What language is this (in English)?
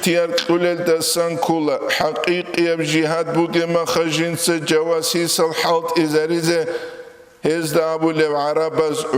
Avaric